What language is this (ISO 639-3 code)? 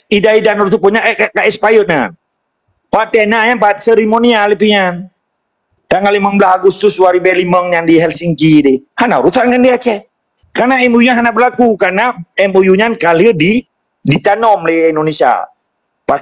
ace